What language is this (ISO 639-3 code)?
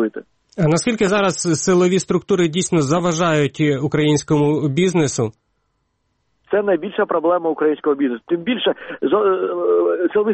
ukr